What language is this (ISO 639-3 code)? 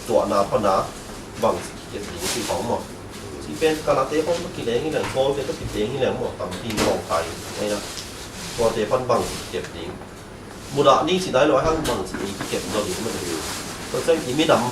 ctd